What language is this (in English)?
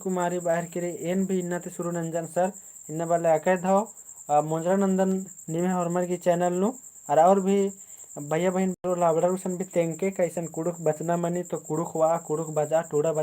Kurukh